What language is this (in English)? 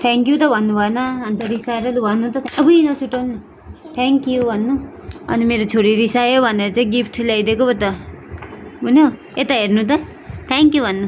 Nepali